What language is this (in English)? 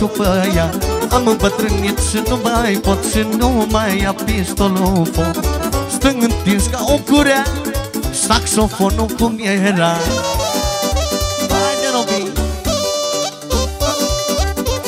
Romanian